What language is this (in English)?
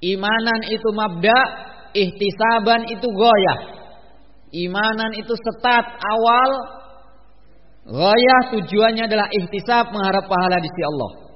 Indonesian